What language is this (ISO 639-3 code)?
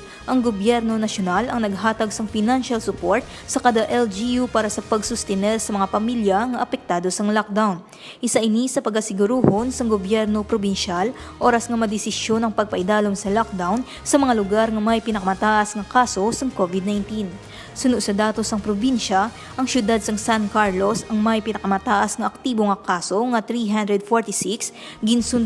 hil